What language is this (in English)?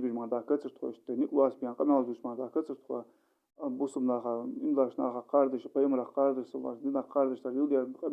Ingush